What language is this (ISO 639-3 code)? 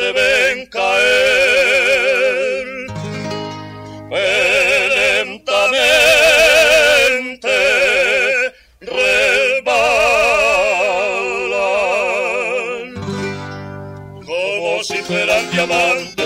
spa